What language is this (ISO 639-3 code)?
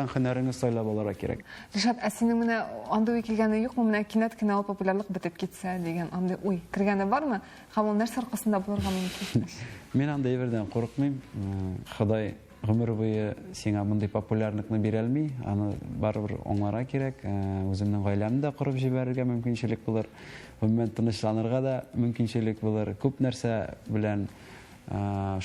tat